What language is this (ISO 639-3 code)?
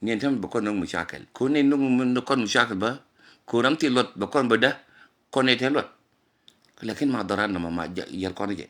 nus